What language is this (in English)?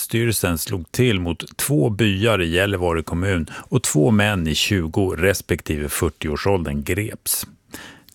Swedish